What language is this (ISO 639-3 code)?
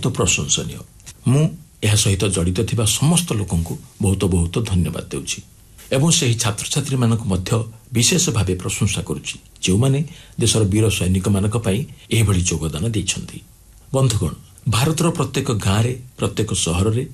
ori